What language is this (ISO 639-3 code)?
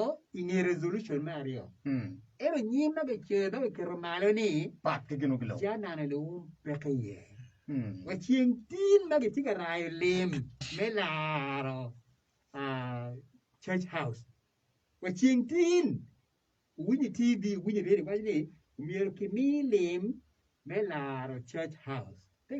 ach